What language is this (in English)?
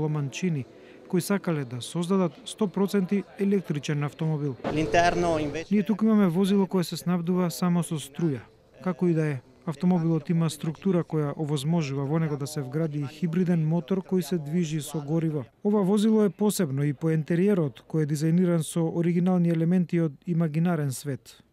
Macedonian